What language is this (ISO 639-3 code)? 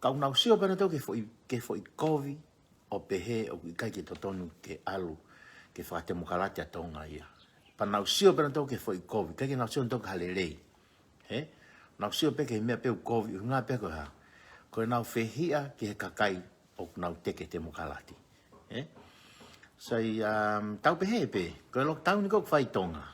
ton